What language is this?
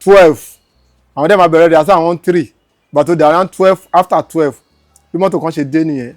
Yoruba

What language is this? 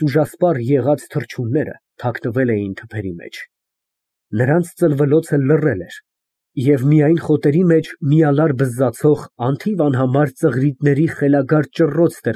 Armenian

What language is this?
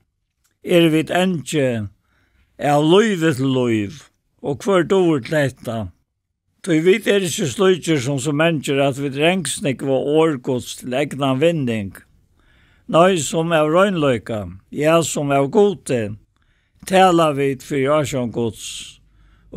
Faroese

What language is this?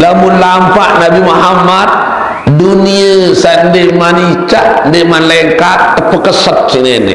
Sasak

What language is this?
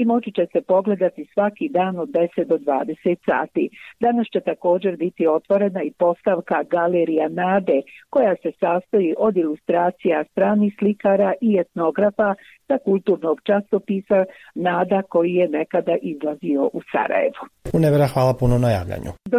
Bosnian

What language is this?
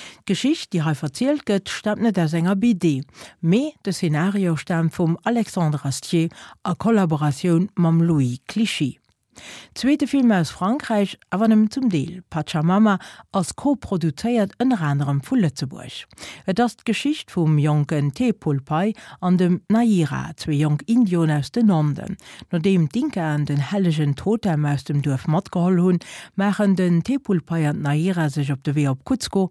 Luxembourgish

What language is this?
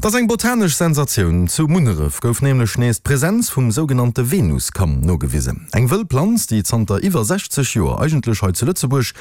Luxembourgish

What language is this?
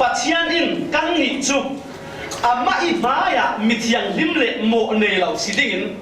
Falam Chin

